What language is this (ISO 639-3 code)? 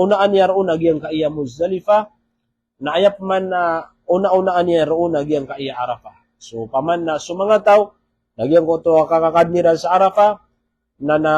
mrw